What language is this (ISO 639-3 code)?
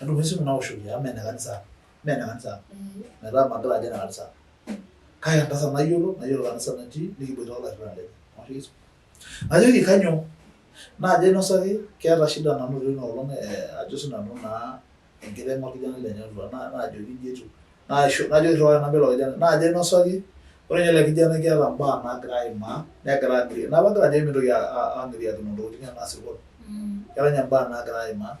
mas